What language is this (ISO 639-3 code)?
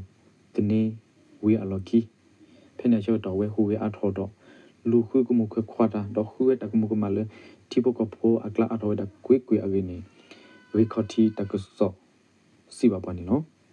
ksw